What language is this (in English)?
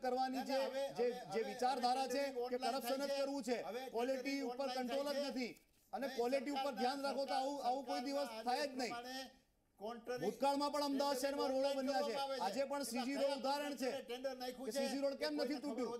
Gujarati